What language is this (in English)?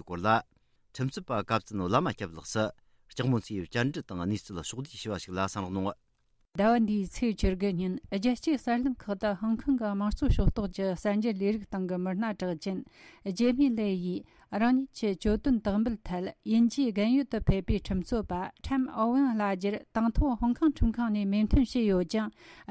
Tibetan